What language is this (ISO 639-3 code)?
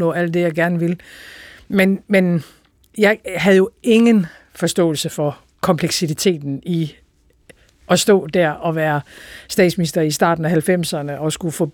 dan